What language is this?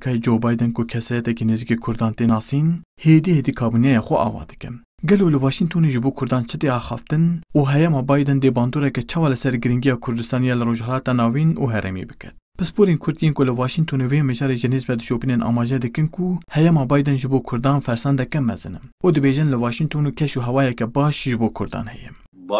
Kurdish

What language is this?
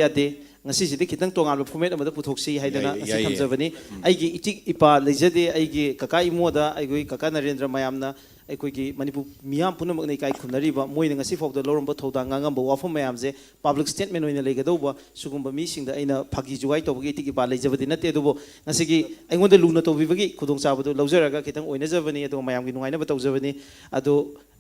Manipuri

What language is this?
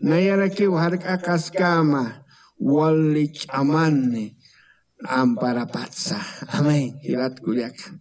Aymara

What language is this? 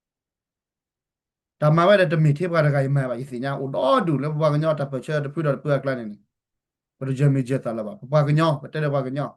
S'gaw Karen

